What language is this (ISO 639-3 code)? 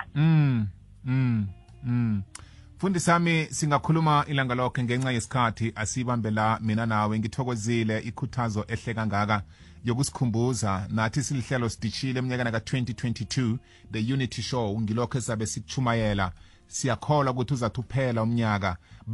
nbl